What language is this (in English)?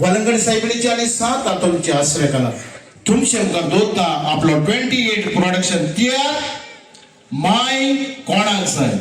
Konkani